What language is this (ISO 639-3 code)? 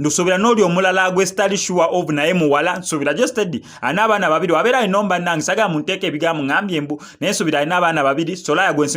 lug